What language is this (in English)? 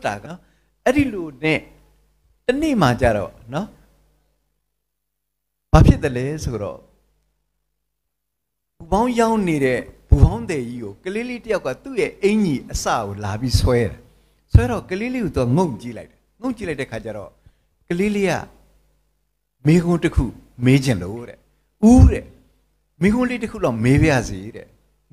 Burmese